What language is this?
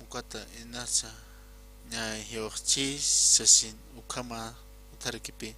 Aymara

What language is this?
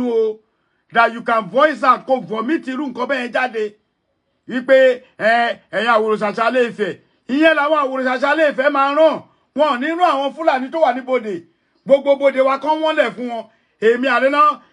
Yoruba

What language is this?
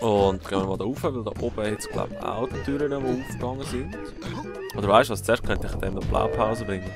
Swiss German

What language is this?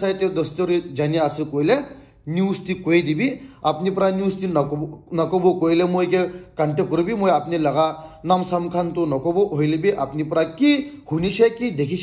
Naga Pidgin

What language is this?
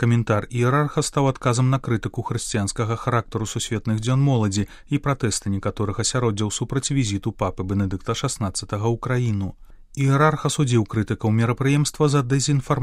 Belarusian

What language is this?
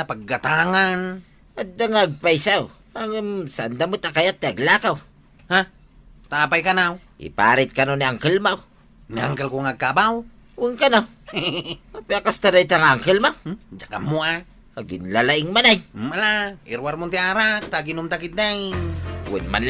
Iloko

